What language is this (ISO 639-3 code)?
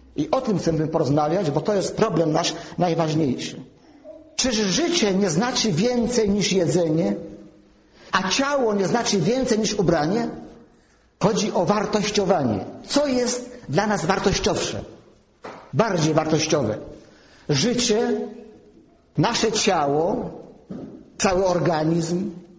pol